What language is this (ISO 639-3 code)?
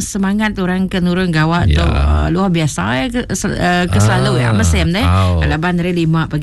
iba